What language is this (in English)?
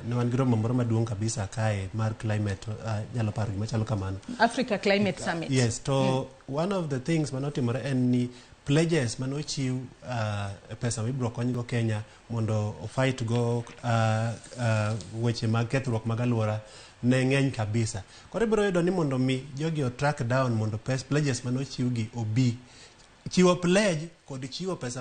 Luo (Kenya and Tanzania)